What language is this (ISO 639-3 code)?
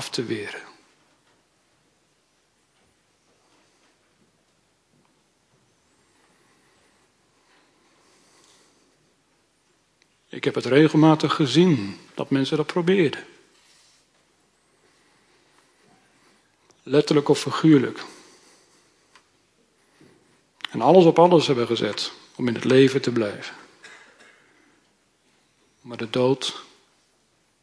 nld